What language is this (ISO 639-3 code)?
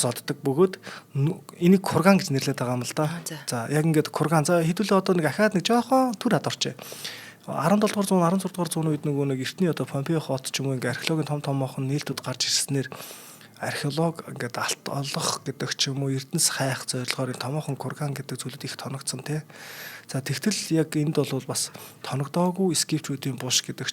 mon